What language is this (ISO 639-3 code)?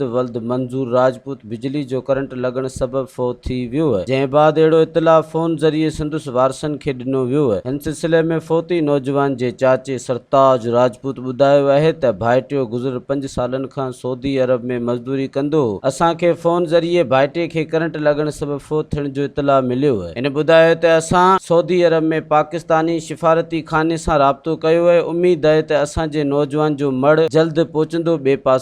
snd